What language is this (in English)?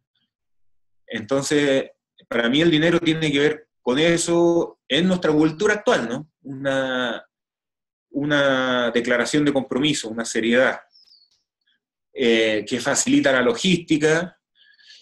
Spanish